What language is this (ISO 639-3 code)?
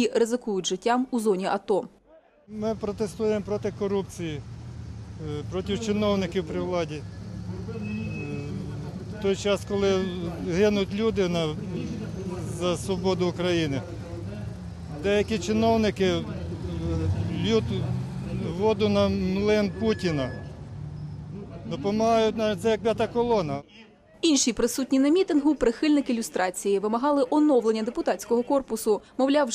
ukr